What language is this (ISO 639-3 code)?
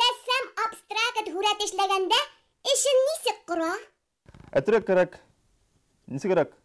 bak